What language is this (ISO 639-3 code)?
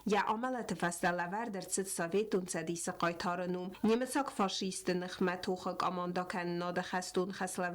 oss